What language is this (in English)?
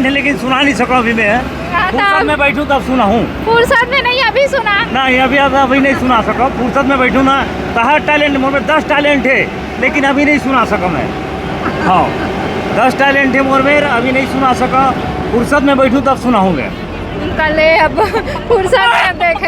Chhattisgarhi